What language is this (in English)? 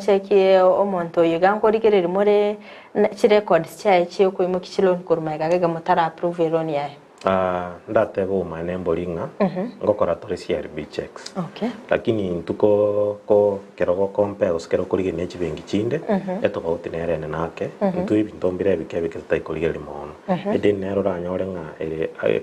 Gusii